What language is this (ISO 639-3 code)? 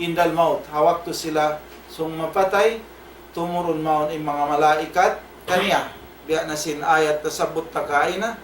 tsg